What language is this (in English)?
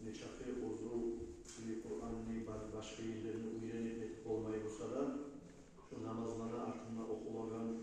Kumyk